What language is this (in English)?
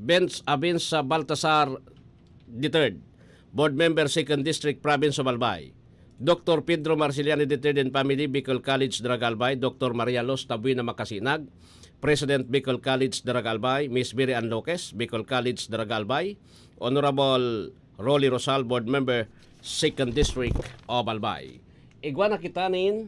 Bikol